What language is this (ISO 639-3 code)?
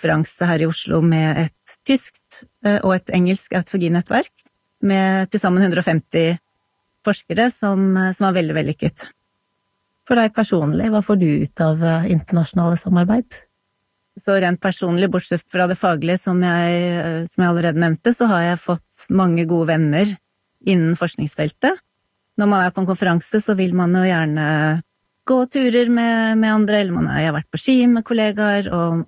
nor